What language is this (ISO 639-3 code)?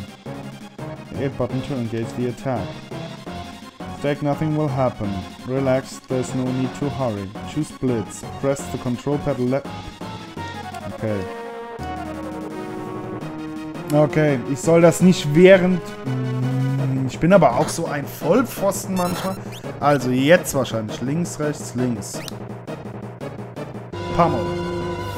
deu